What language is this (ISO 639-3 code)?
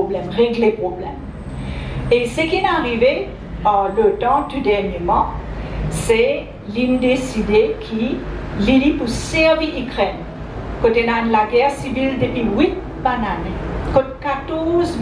mfe